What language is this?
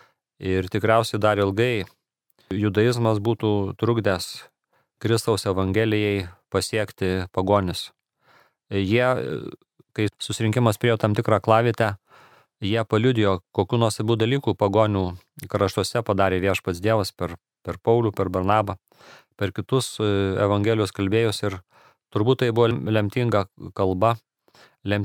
Lithuanian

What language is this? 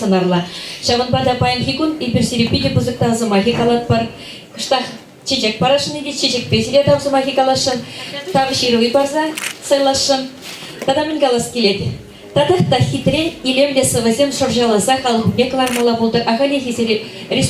Chuvash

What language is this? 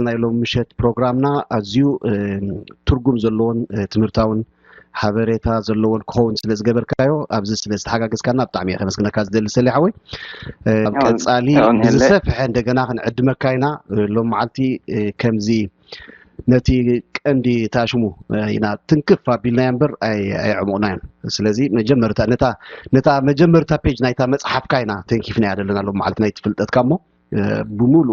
Tigrinya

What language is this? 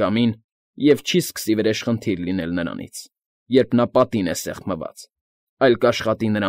Armenian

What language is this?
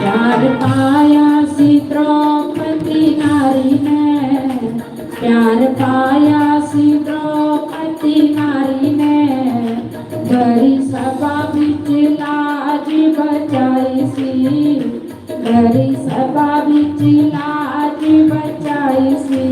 Dogri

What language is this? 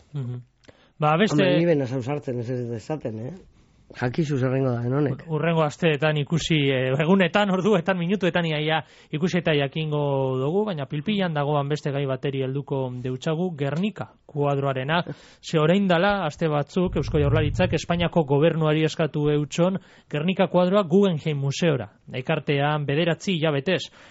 Basque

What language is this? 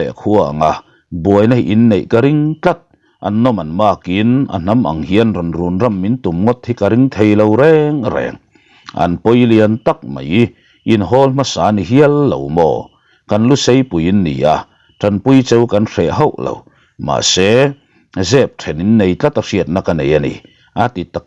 Mizo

